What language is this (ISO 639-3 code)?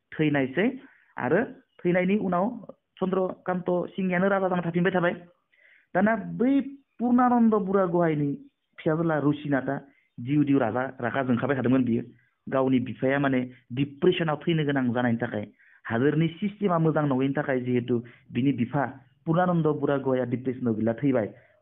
brx